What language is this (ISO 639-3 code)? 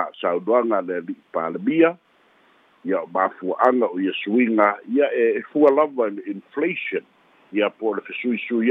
smo